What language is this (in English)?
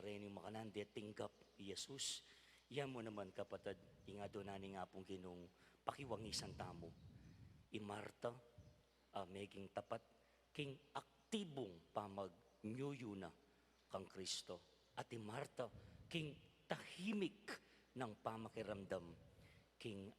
Pampanga